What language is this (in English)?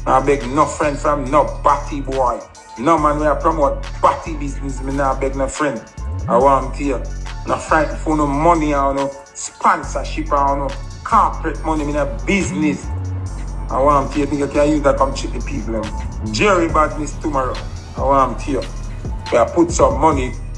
Jamaican Creole English